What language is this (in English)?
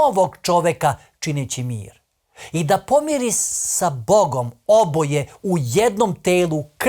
Macedonian